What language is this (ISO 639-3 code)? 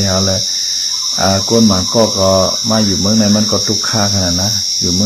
shn